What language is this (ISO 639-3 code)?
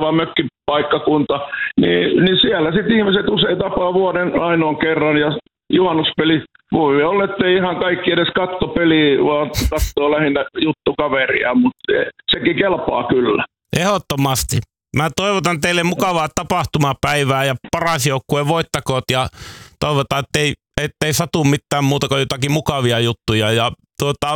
fin